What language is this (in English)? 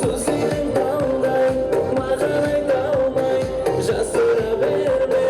Kara-Kalpak